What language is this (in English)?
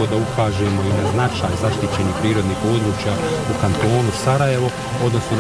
Bosnian